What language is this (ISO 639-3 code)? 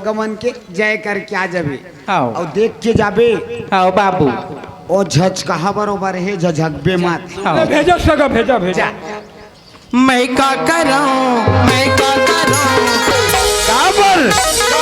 hne